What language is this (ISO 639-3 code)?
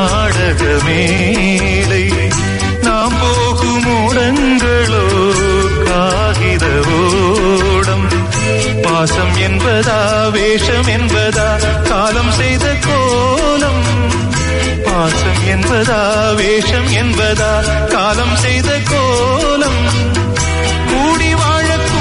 tam